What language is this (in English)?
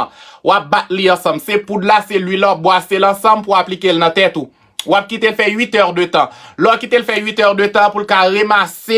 Haitian Creole